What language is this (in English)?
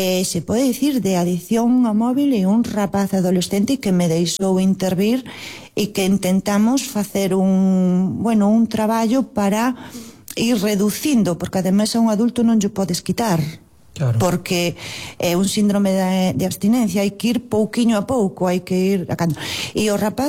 Galician